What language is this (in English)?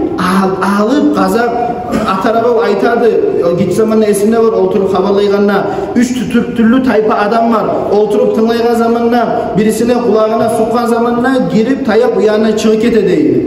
Kumyk